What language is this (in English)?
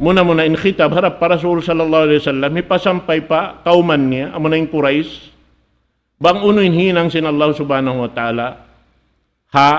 Tausug